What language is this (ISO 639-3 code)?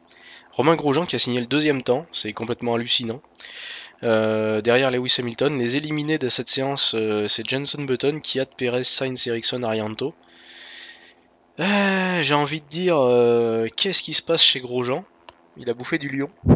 fra